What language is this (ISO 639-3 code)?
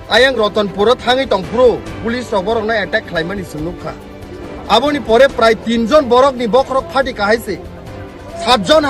trp